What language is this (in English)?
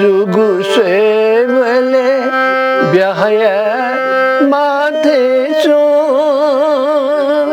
Newari